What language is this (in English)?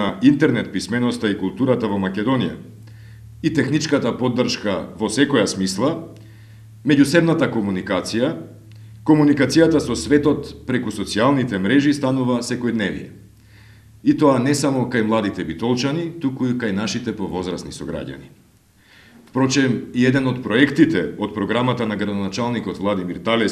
Macedonian